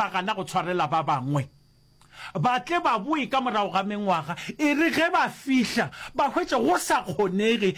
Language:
Northern Sotho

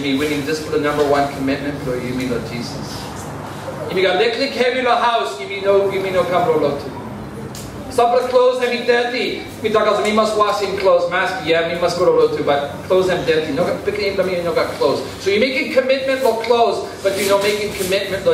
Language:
Tok Pisin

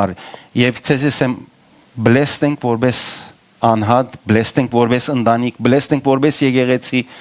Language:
Western Armenian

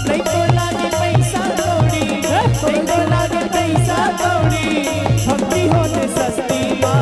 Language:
Chhattisgarhi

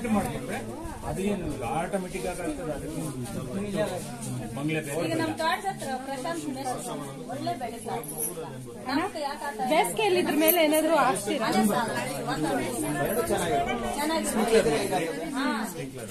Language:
Kannada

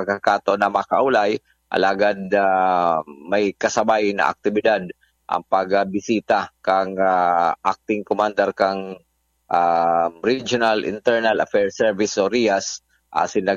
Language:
Bikol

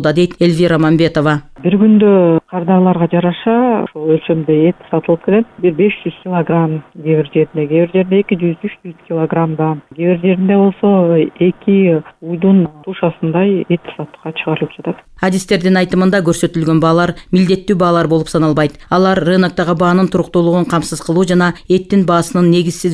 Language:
Kyrgyz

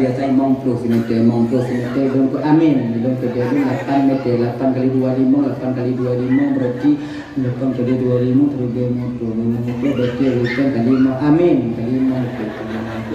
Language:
Achinese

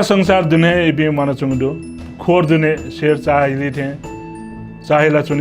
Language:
Newari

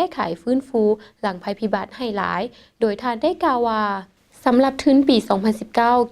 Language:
Lao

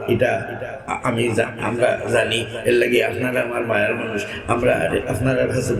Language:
Sylheti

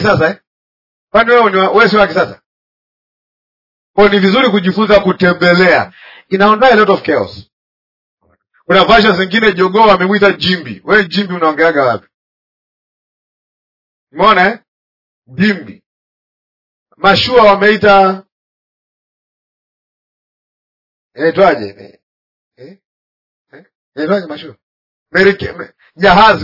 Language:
Swahili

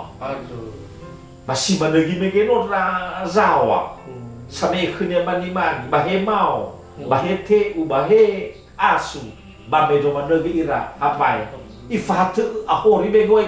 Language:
Nias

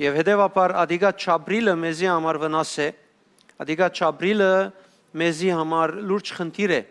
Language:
Western Armenian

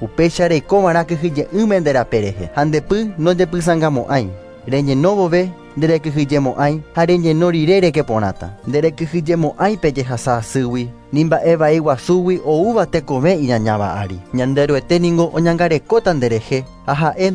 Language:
Guarani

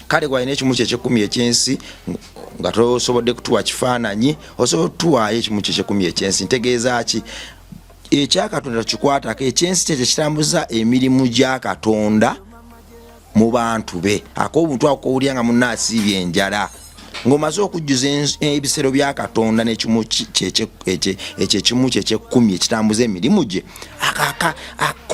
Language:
Ganda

